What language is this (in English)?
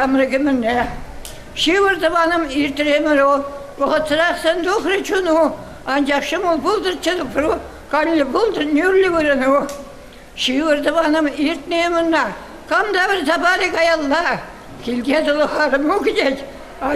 Chuvash